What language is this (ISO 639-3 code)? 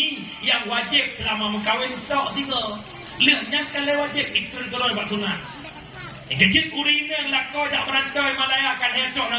ace